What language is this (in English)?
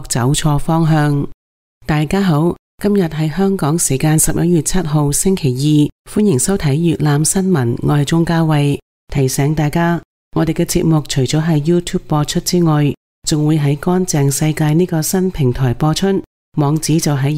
Cantonese